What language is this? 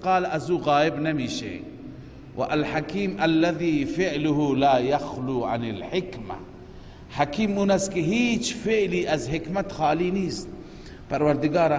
Persian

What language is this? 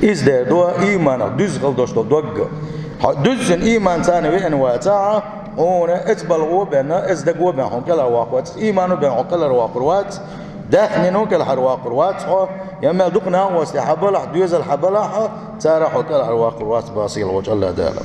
Chechen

